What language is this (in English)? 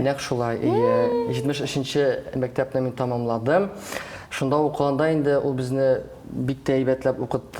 Tatar